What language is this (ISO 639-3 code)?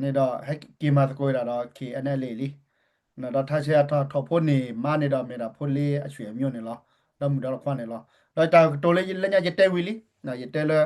ksw